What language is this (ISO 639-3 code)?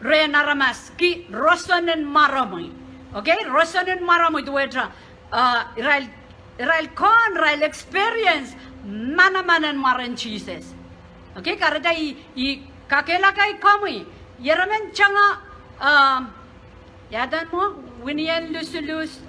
pon